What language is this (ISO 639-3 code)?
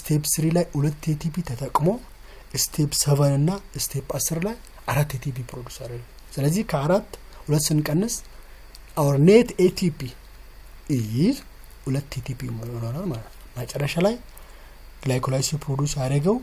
amh